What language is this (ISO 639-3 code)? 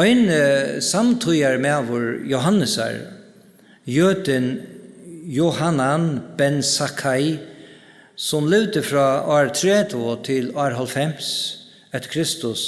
fao